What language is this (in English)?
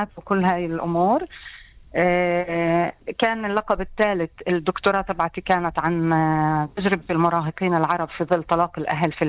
North Levantine Arabic